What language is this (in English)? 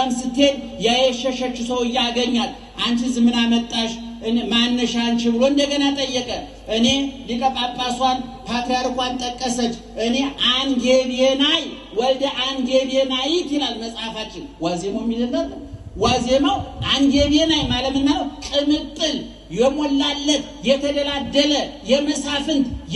Amharic